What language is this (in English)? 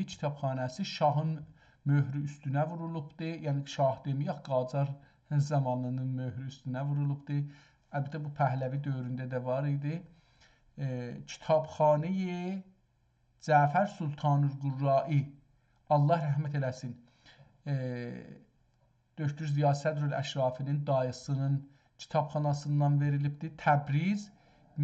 South Azerbaijani